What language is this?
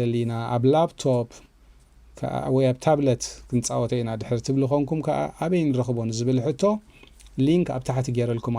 Tigrinya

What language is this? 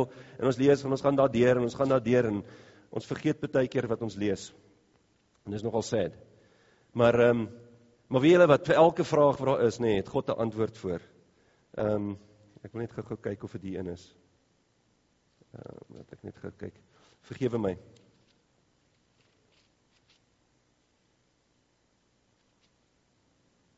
Afrikaans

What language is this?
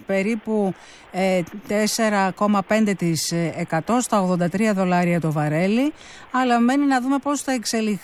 Greek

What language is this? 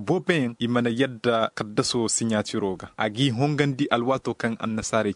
Zarma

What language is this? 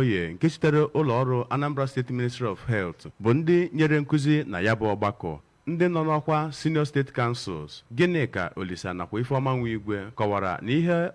Igbo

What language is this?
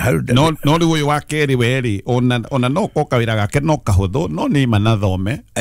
Kikuyu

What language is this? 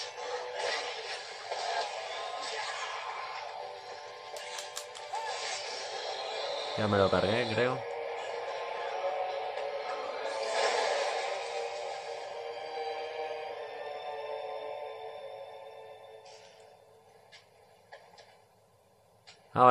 Spanish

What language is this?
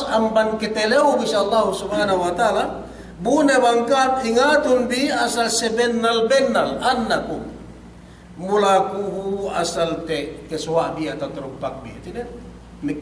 Yakan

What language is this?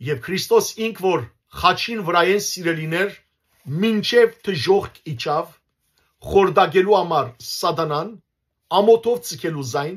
Western Armenian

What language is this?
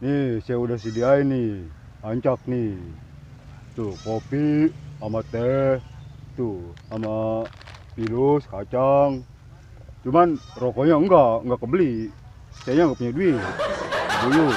Betawi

